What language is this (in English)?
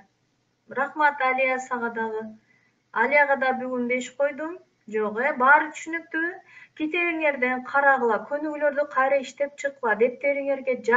Kyrgyz